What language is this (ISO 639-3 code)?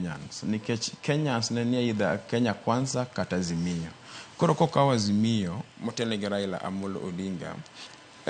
luo